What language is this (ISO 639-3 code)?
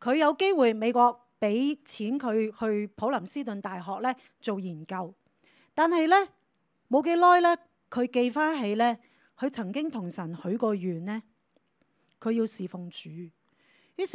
yue